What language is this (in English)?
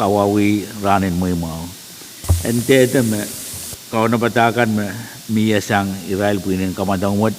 Pohnpeian